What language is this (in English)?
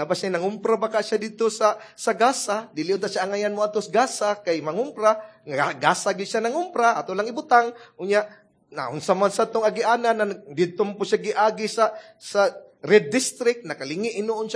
Cebuano